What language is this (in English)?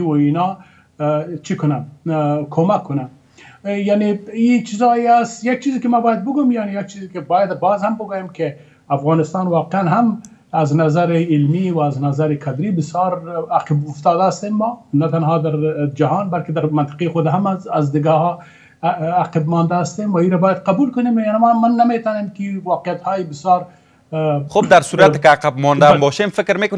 Persian